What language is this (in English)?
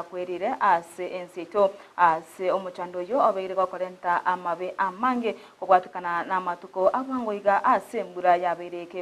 Gusii